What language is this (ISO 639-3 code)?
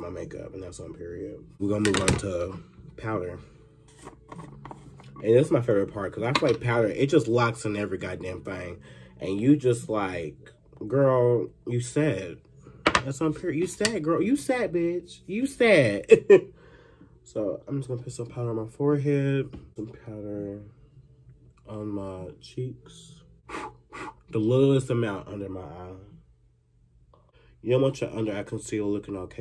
eng